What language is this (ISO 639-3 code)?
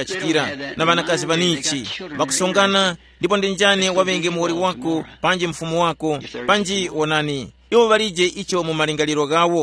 tum